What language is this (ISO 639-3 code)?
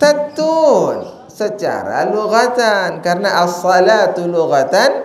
sas